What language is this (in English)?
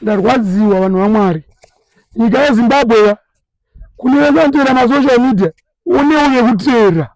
Shona